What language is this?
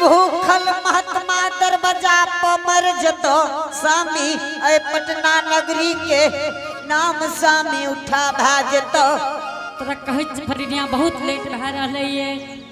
Angika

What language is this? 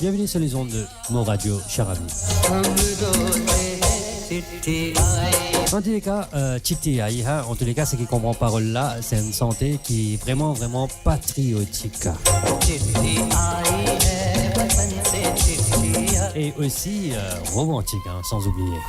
Morisyen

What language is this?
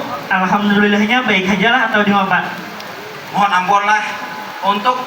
Banjar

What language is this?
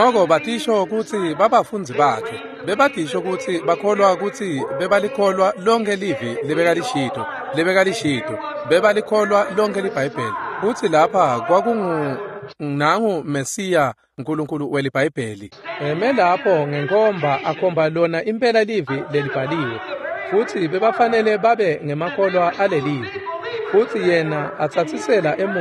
Swati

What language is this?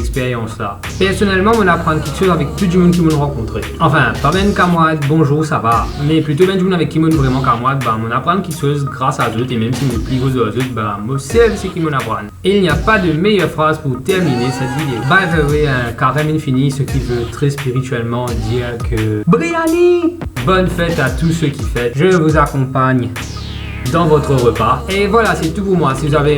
Morisyen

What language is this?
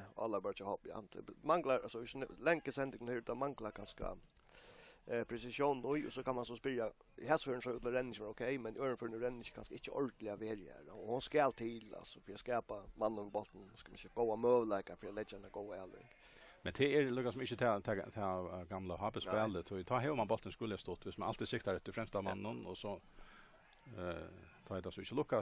Faroese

